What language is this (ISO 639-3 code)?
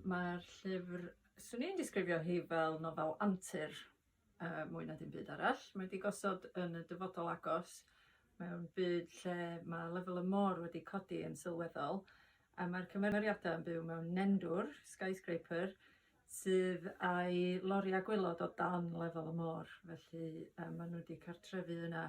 cym